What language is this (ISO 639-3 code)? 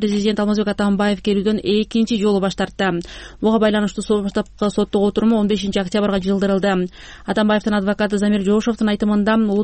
kir